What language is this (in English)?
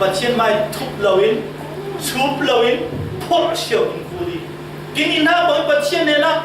Falam Chin